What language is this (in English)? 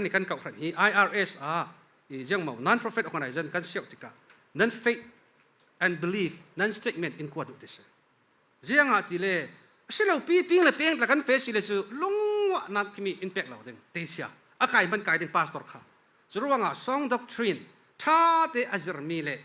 Falam Chin